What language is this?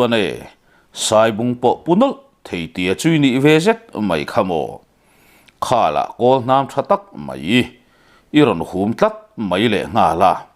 Mizo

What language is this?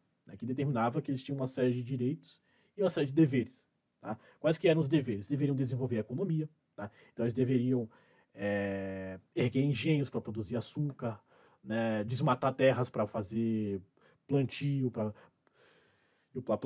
Portuguese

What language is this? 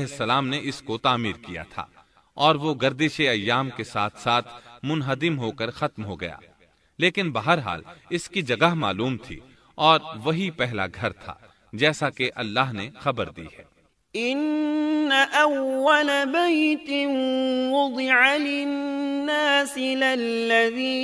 Urdu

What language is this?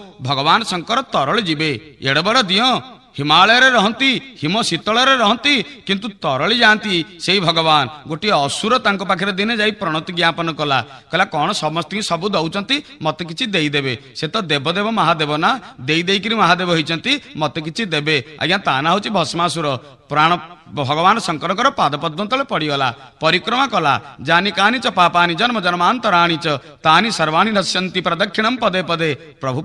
Odia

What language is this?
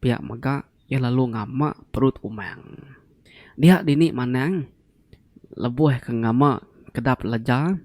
Iban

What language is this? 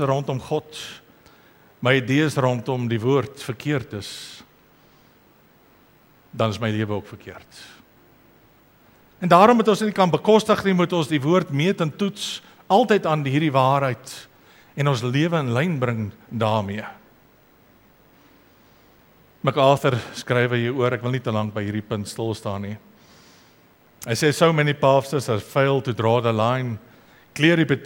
Afrikaans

